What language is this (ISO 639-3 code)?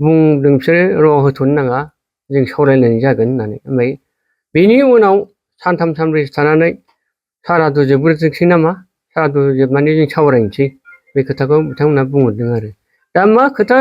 brx